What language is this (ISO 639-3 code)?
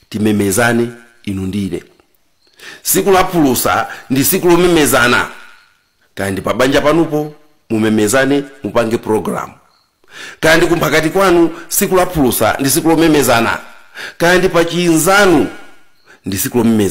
nya